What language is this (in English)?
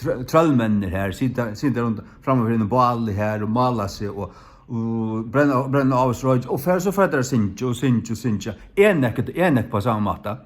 Faroese